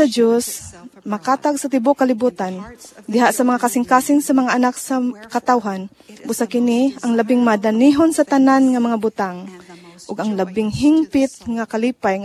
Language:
Cebuano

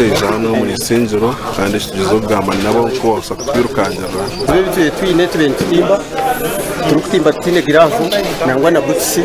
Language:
Nyankole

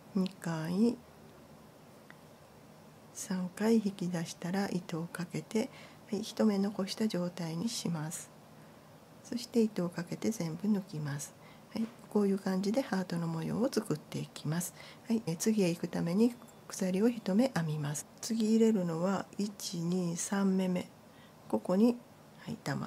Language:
Japanese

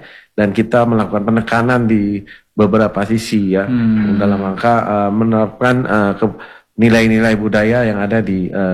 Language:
Indonesian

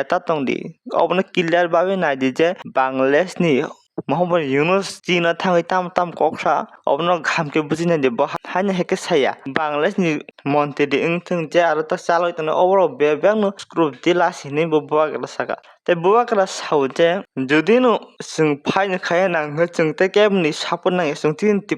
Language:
Kok Borok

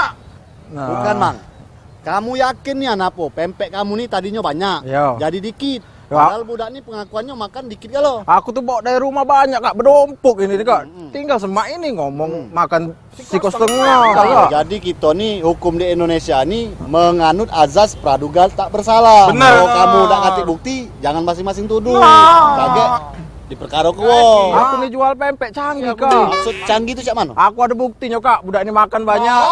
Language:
Musi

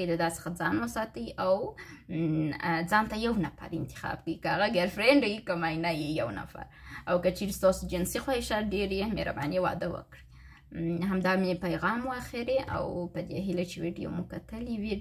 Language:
Pashto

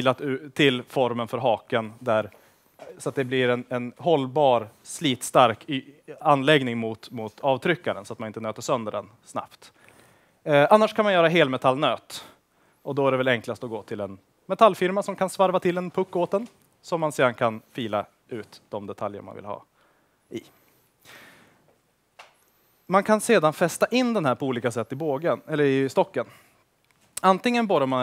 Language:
Swedish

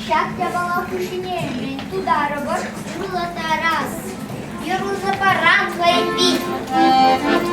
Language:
Chuvash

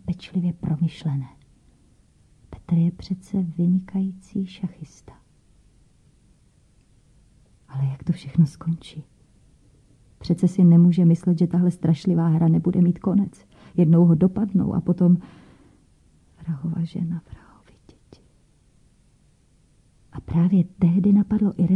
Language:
Czech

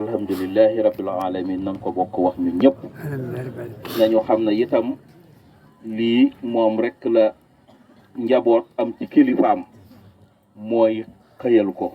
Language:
Wolof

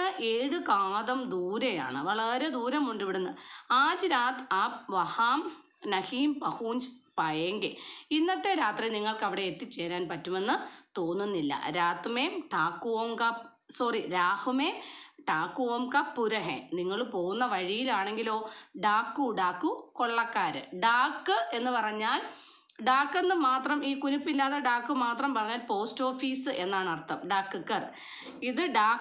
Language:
Malayalam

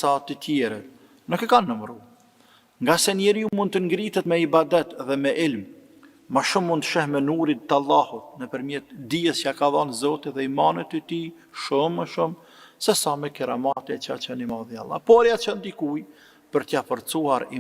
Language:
Albanian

